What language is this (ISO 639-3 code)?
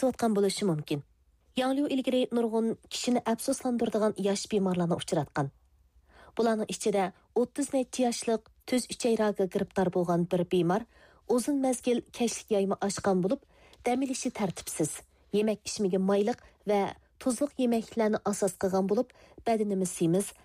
uig